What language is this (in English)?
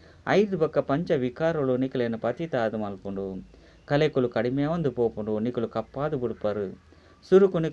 Tulu